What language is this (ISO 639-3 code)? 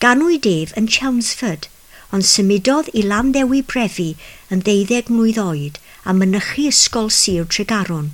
cym